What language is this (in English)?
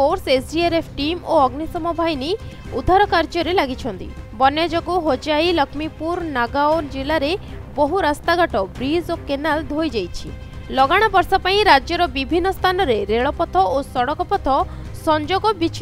Odia